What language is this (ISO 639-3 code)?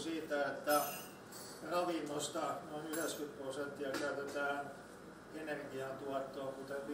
fin